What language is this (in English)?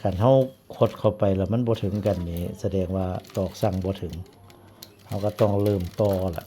Northeastern Thai